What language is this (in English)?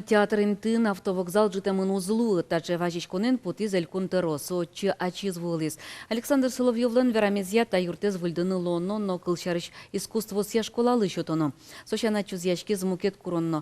Udmurt